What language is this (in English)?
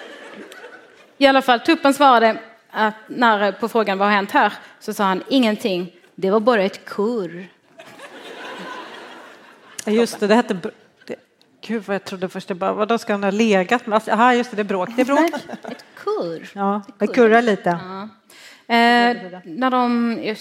Swedish